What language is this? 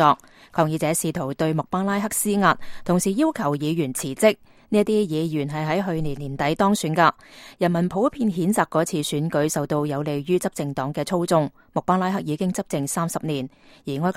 Cantonese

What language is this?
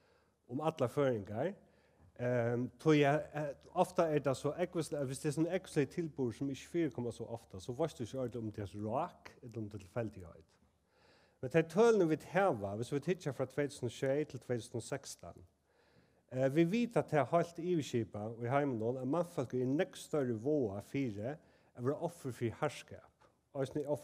Faroese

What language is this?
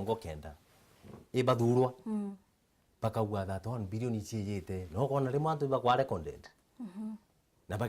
Meru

